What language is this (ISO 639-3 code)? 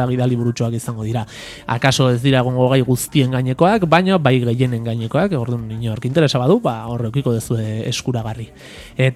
eus